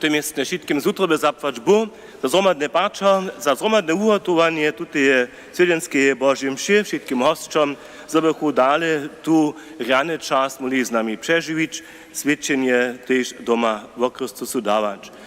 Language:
Upper Sorbian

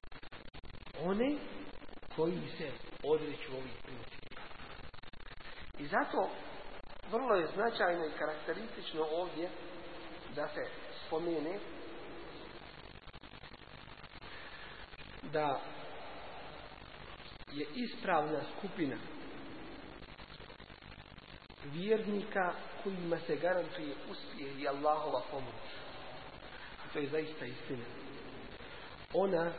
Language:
Bosnian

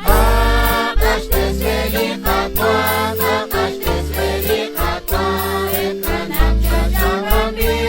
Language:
Kekchí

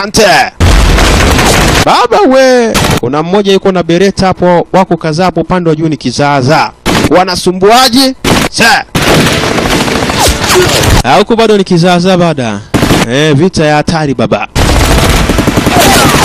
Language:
Swahili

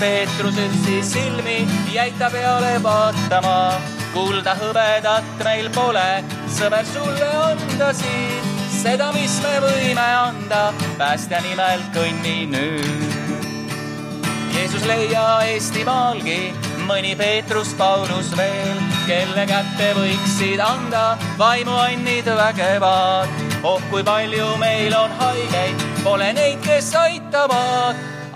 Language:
Estonian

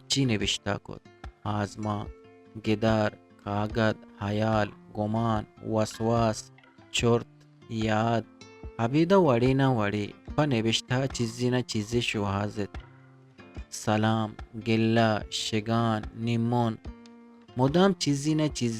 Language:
Eastern Balochi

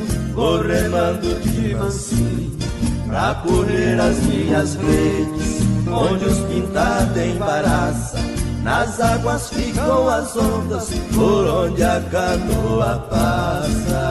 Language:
Portuguese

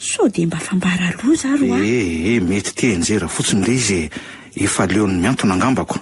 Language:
Malagasy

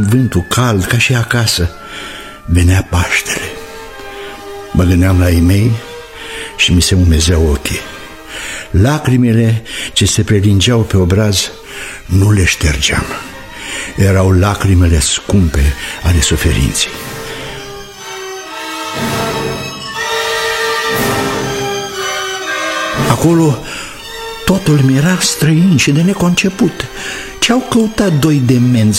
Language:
Romanian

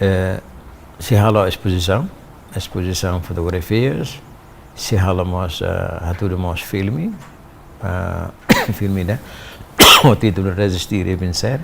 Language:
Tetum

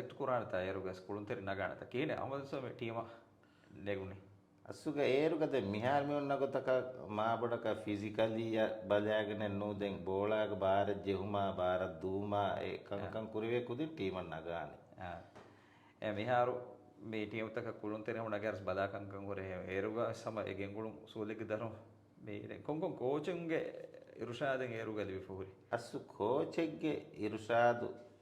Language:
Divehi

